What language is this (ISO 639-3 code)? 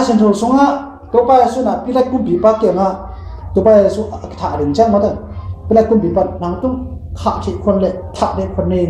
ctd